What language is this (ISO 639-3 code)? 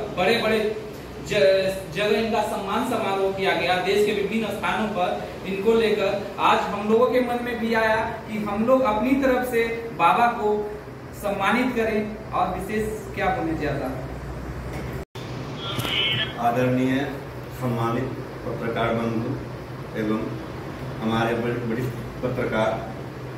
hin